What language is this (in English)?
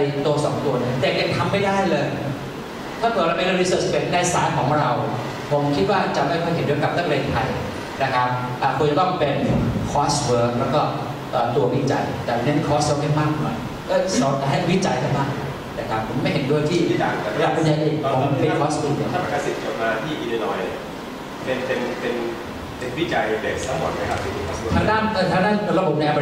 Thai